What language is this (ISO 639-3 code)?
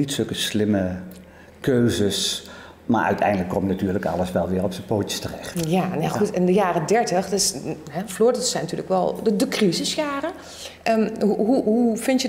nld